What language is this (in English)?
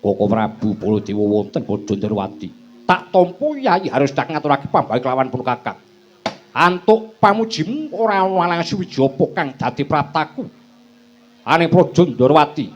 Javanese